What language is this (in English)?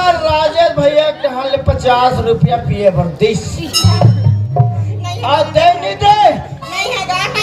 Chhattisgarhi